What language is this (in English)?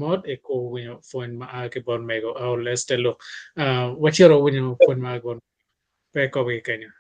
Acoli